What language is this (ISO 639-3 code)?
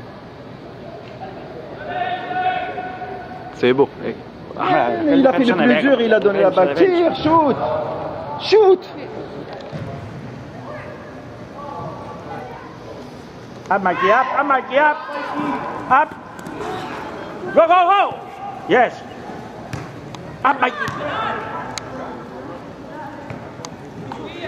fra